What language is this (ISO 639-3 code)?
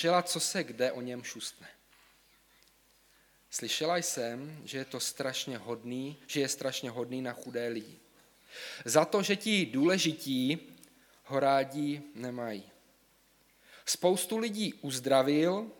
ces